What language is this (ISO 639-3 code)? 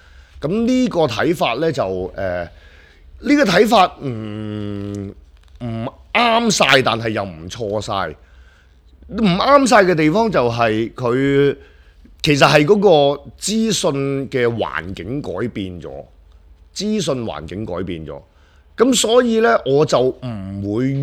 yue